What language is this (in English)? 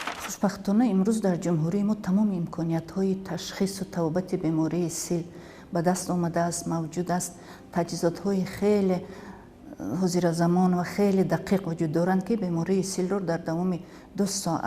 Tajik